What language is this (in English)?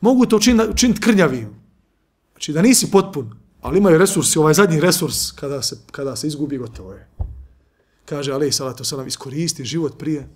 Bosnian